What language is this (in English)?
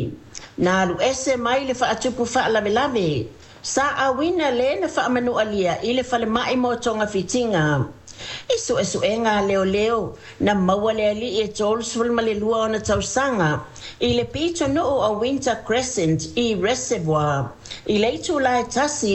Samoan